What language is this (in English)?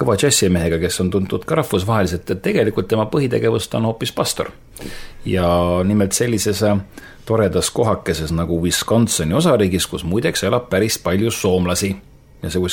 Estonian